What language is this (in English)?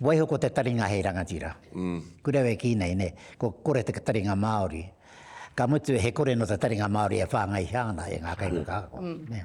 Māori